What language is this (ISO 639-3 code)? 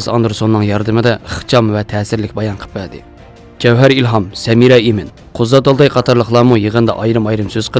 uig